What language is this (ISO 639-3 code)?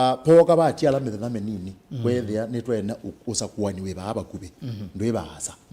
kam